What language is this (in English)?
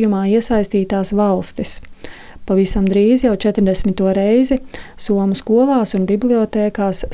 Latvian